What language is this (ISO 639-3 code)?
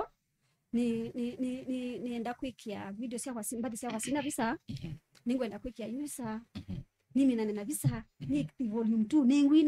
kam